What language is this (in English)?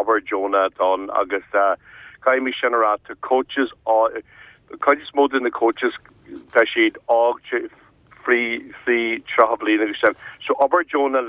Irish